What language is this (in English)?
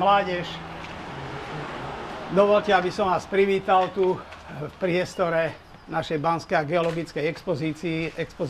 Slovak